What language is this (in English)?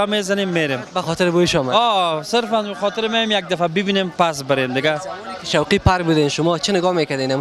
Persian